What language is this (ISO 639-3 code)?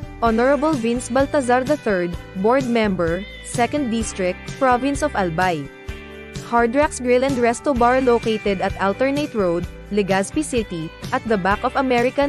bik